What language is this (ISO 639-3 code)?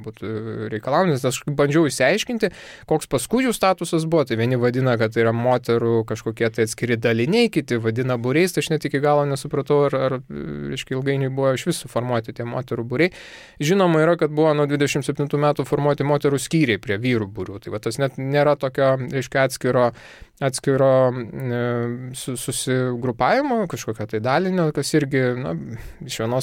lit